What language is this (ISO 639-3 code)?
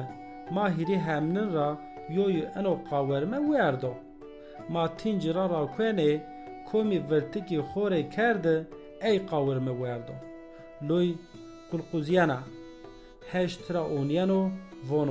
zza